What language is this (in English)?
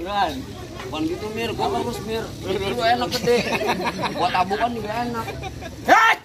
Betawi